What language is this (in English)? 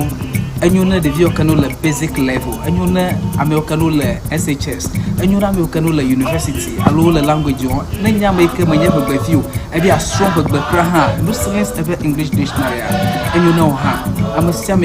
Ewe